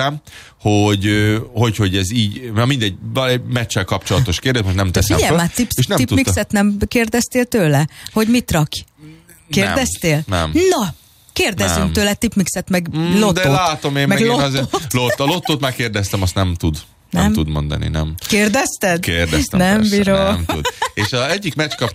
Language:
Hungarian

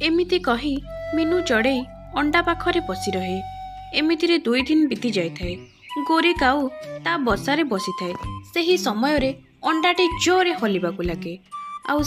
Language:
Odia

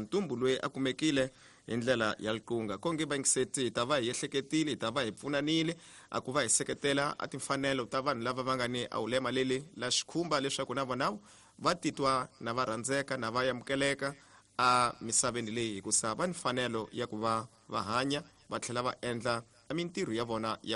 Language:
Tsonga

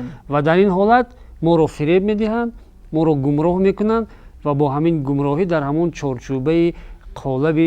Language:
Tajik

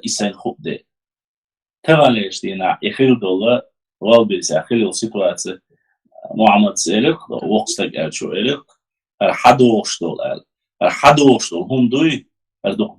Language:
Chechen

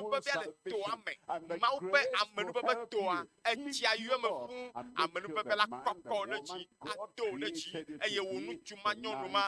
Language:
Ewe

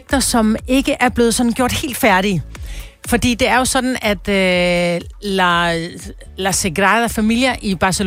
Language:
Danish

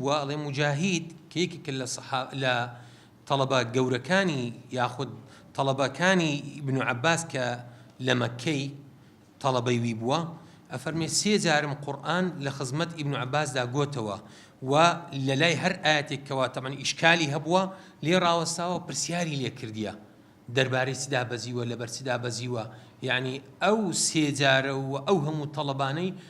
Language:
Central Kurdish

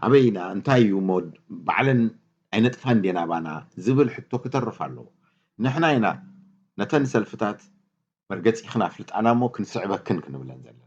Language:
Tigrinya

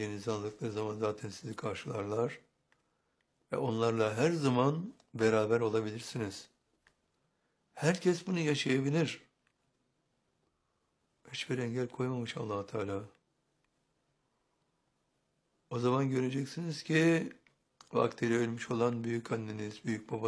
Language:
Turkish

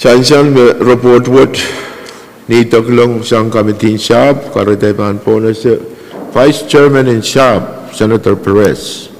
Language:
Pohnpeian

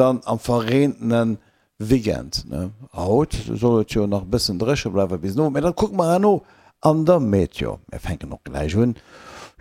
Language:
Luxembourgish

